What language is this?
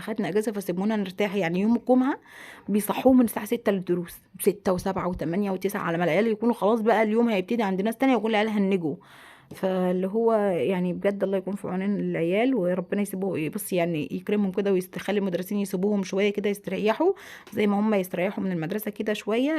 Egyptian Arabic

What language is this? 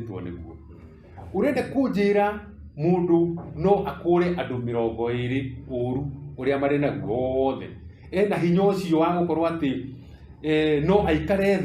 Kikuyu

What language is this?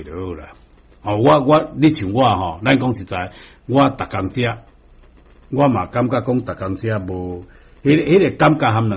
Min Nan Chinese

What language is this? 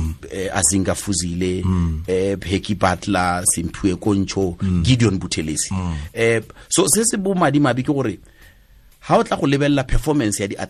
Tswana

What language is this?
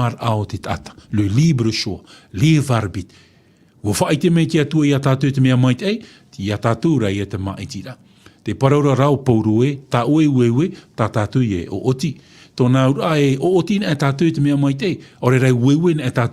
Tahitian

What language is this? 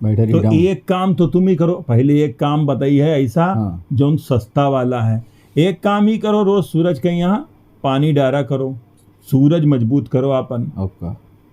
Awadhi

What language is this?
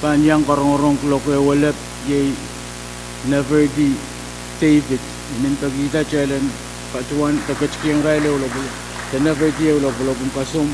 Pohnpeian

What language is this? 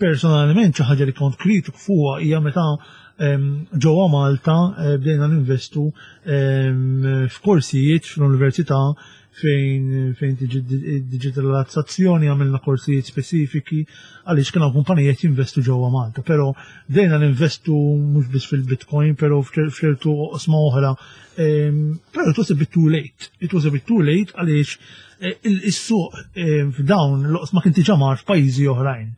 Maltese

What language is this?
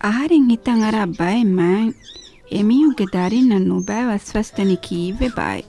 Divehi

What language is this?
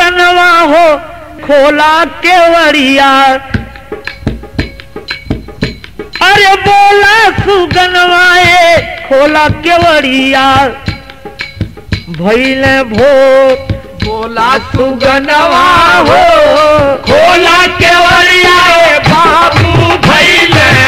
Bhojpuri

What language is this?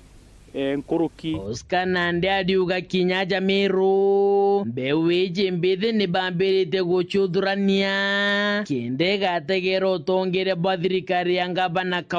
Meru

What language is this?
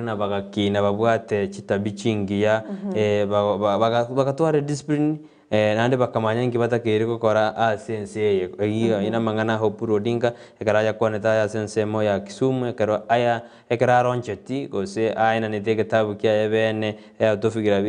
Gusii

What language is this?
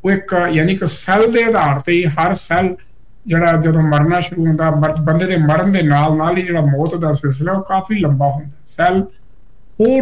Punjabi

